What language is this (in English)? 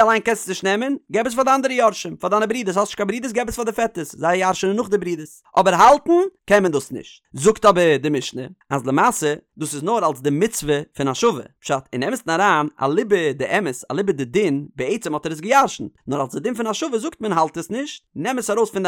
Yiddish